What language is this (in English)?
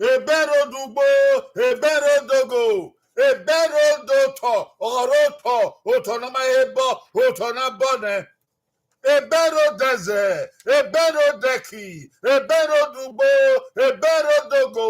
Bini